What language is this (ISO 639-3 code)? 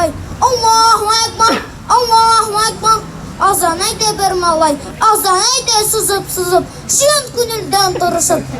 tat